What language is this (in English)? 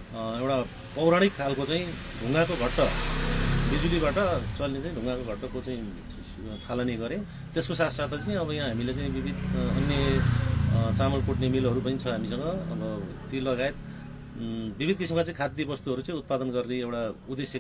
Nepali